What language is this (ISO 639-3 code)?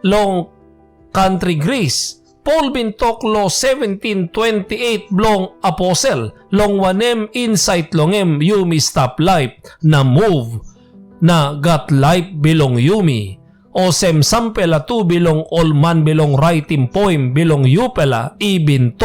tpi